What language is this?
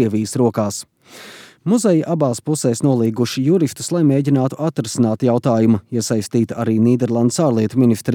Latvian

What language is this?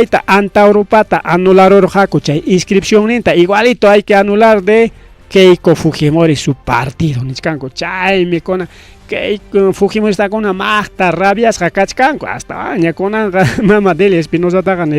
Ayacucho Quechua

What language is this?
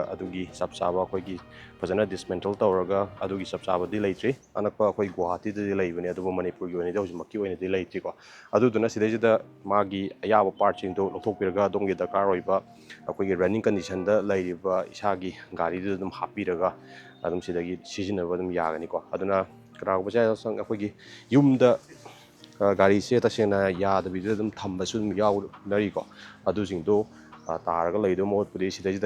Manipuri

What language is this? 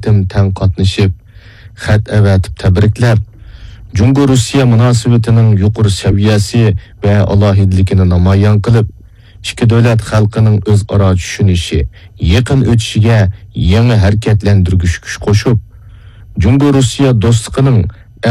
Uyghur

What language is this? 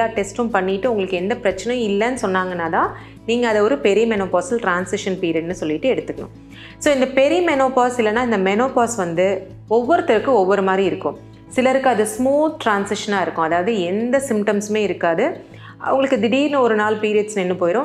Tamil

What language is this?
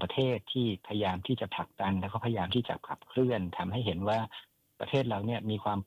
Thai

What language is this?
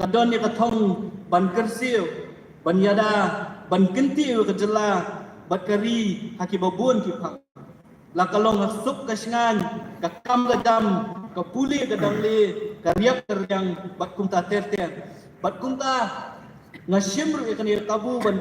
Khasi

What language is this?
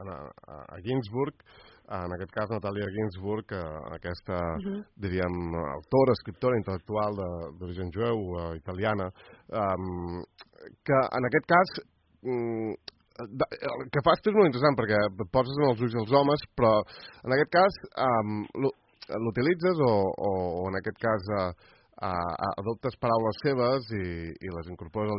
Catalan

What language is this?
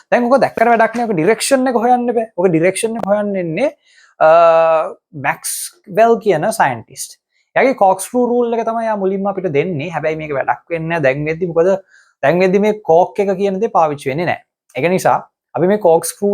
Sinhala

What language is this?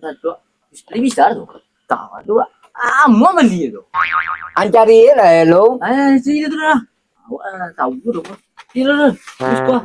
Minangkabau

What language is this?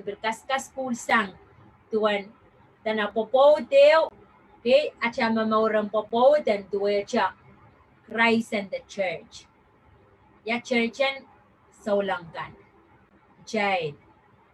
Pohnpeian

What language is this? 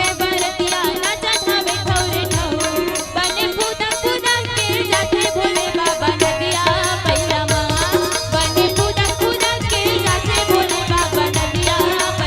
Chhattisgarhi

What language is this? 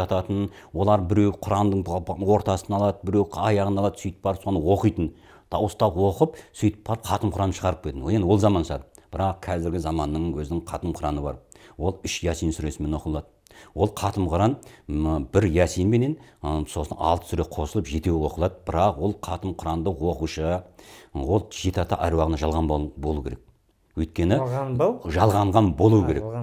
Kazakh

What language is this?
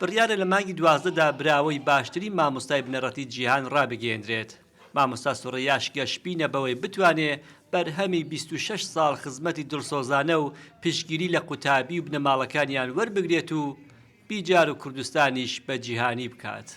Central Kurdish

